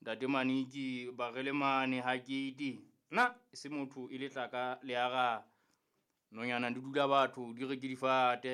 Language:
Southern Sotho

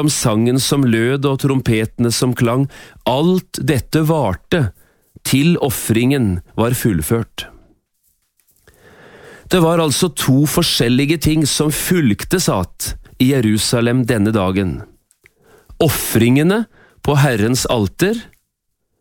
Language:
Norwegian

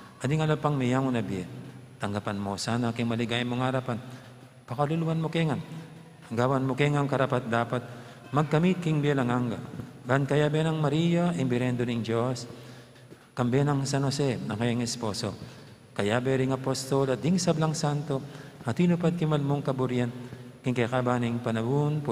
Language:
Pampanga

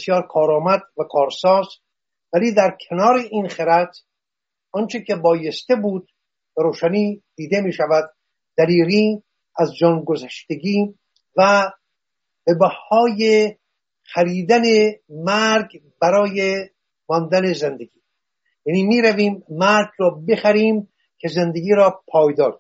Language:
Persian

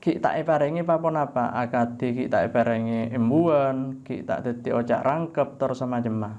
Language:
Madurese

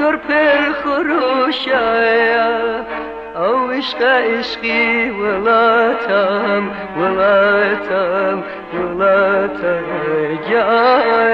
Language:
Central Kurdish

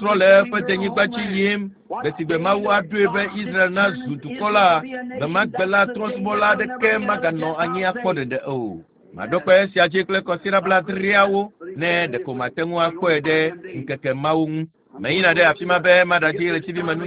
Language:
Ewe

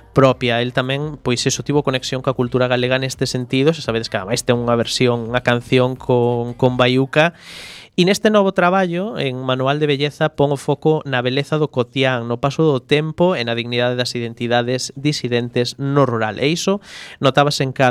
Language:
Galician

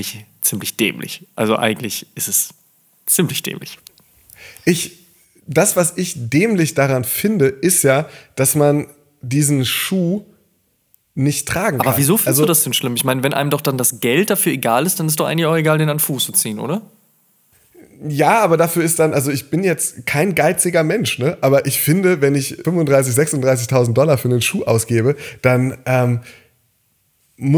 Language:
German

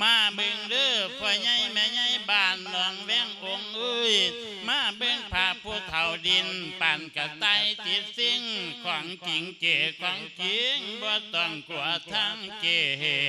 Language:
Lao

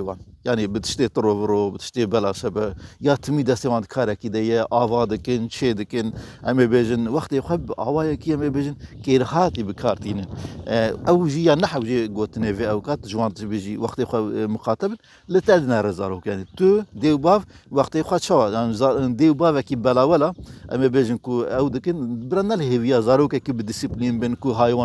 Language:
Kurdish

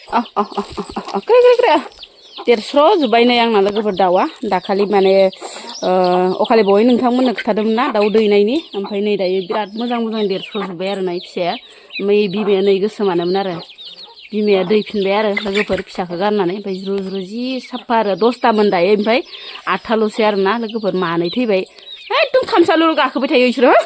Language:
Bodo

